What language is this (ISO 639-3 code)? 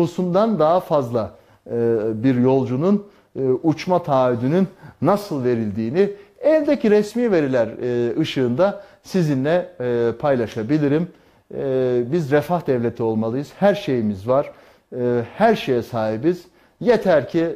tur